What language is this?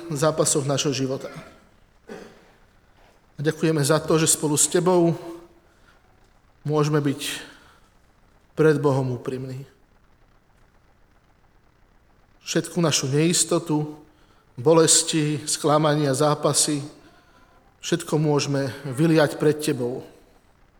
Slovak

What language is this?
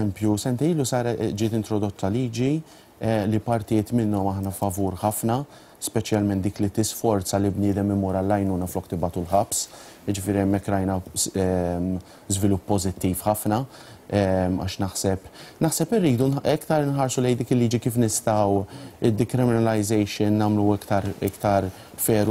Maltese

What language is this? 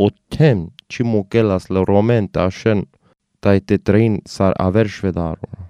Slovenian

